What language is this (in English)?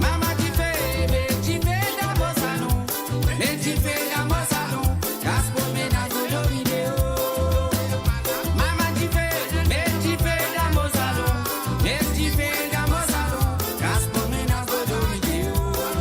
Morisyen